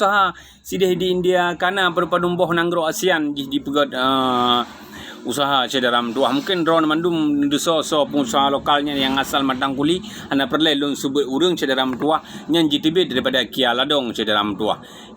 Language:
Achinese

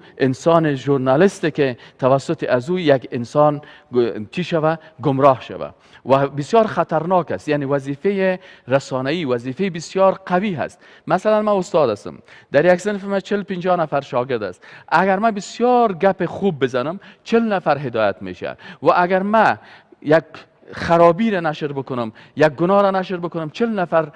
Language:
Persian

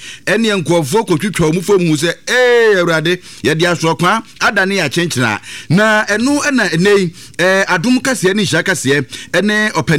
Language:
Akan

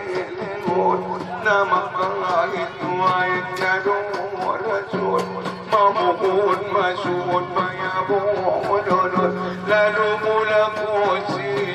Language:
Batak Angkola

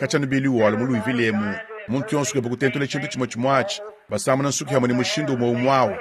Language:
Luba-Lulua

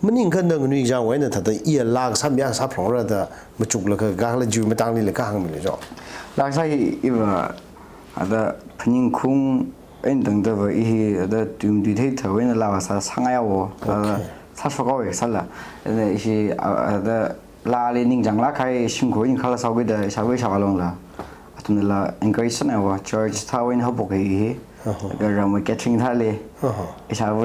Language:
Tangkhul Naga (India)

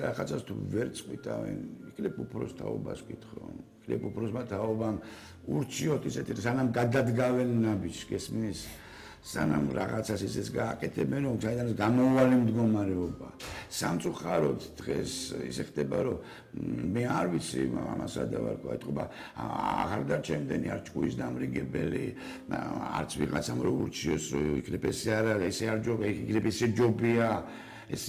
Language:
Georgian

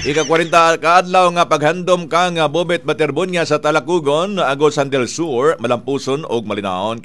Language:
Cebuano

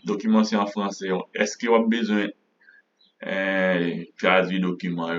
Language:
Haitian Creole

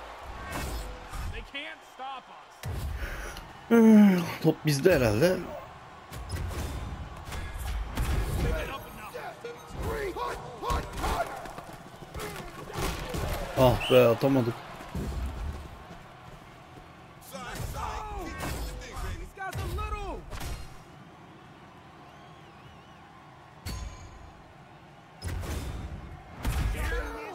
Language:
Turkish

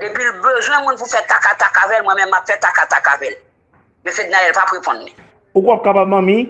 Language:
Haitian Creole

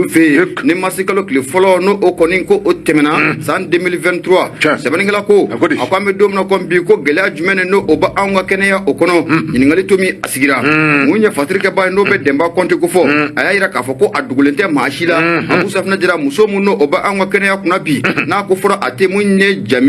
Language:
Bambara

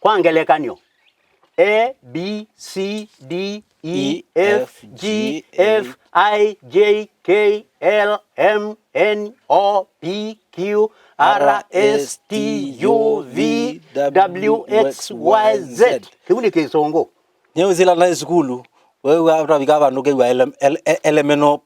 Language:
Kamba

